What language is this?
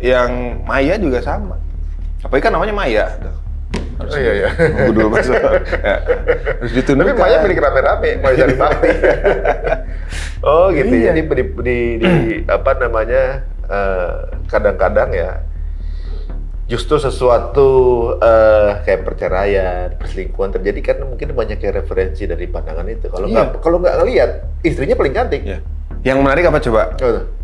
Indonesian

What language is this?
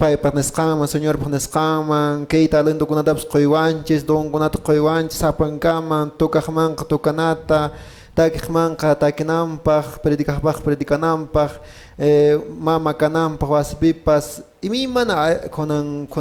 Quechua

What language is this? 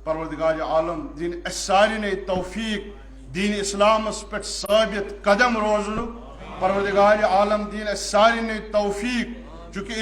Kashmiri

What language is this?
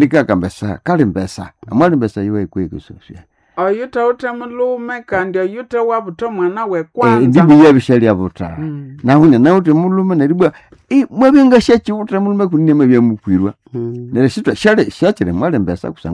Nande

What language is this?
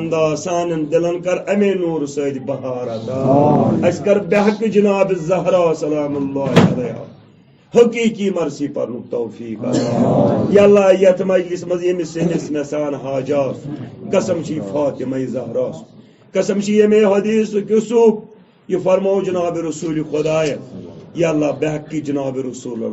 Kashmiri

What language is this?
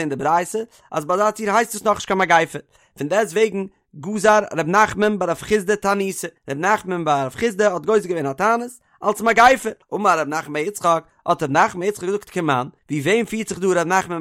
Yiddish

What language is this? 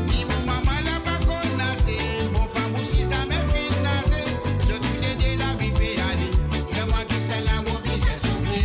Morisyen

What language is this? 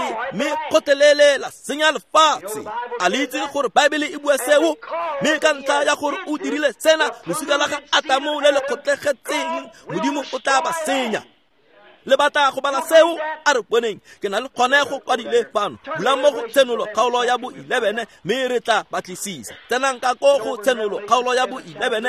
Tswana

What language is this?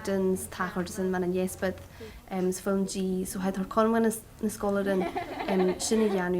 Scottish Gaelic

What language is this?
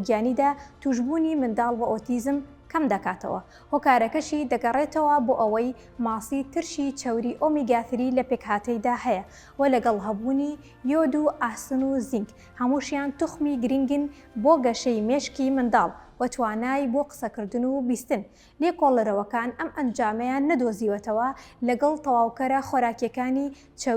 Central Kurdish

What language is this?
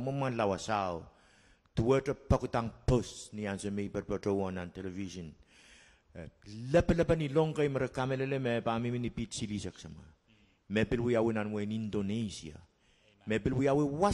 Pohnpeian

